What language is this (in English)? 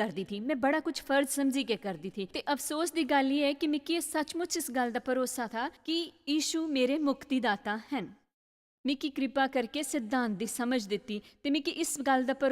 Dogri